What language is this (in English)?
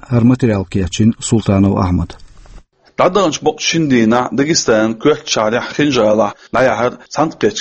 Chechen